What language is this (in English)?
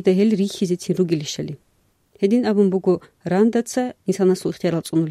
Avaric